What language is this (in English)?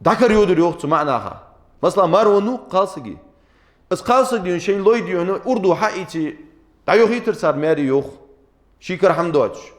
Ingush